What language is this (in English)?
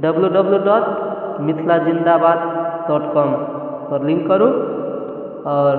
Maithili